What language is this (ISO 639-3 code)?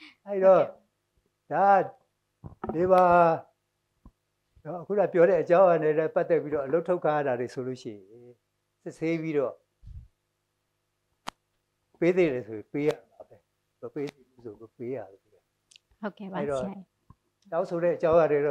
mya